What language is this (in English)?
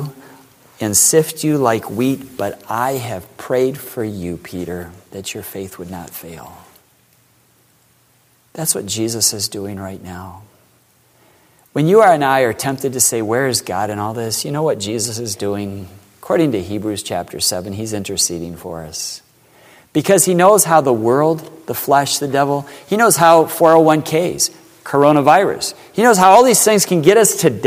English